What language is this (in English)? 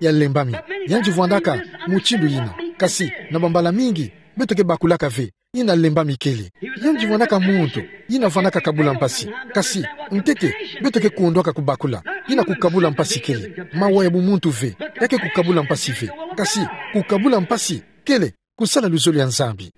Kituba (Democratic Republic of Congo)